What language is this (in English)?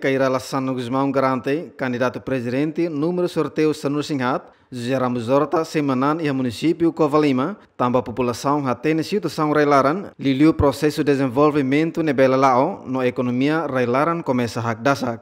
Tetum